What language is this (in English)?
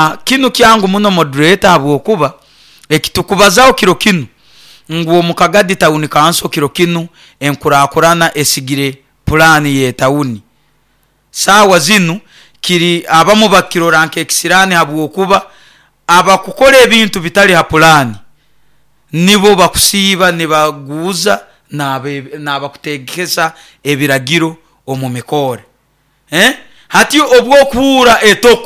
Nyoro